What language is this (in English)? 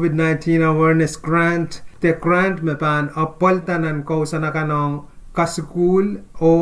Pohnpeian